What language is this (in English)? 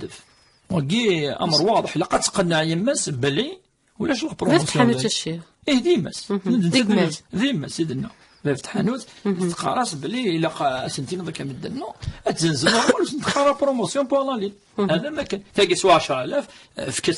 Kabyle